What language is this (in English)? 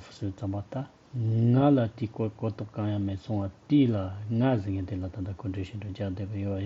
Tibetan